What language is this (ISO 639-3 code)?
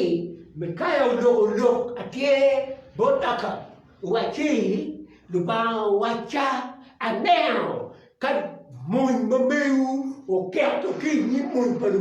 ach